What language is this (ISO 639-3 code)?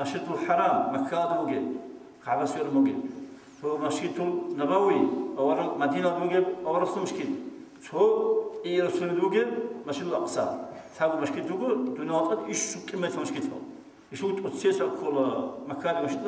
ava